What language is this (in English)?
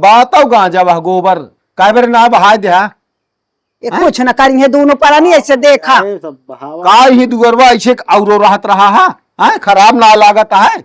Awadhi